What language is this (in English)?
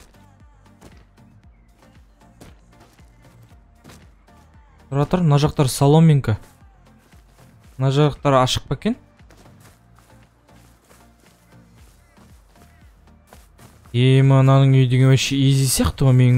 Kazakh